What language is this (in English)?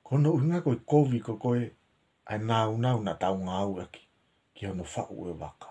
Tongan